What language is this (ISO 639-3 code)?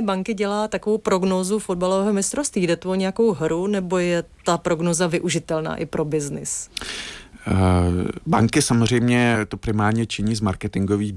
ces